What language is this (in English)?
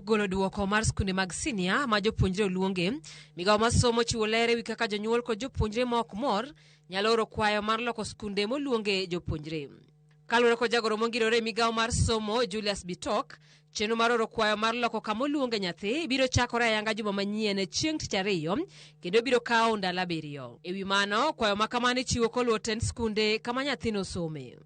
Luo (Kenya and Tanzania)